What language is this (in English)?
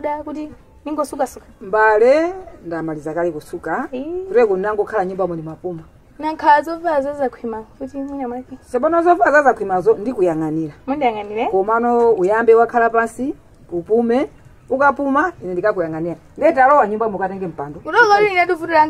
Nyanja